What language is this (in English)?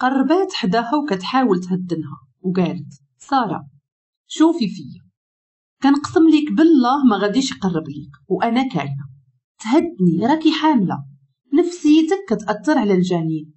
Moroccan Arabic